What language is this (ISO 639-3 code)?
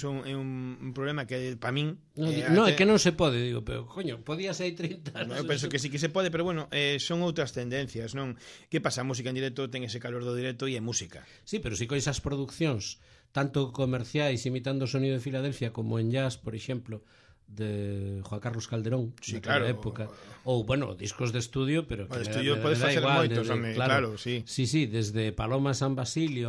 glg